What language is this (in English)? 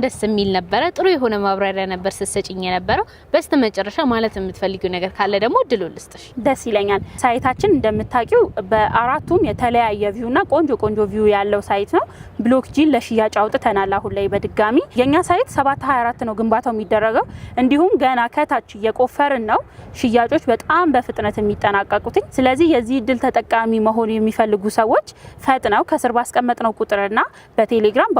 Amharic